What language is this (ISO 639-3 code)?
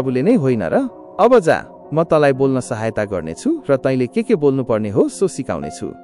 nep